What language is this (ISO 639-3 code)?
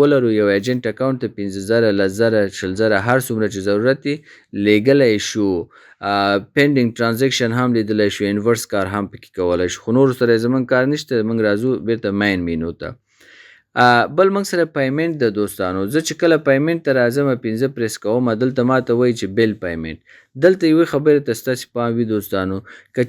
pus